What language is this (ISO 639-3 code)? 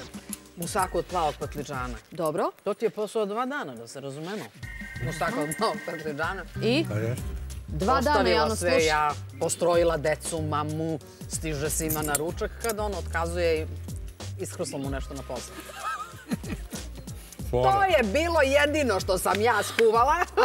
srp